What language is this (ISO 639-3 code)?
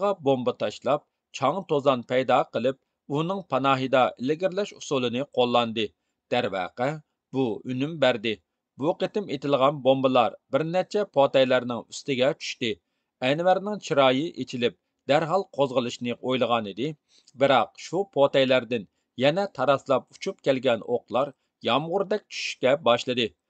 uig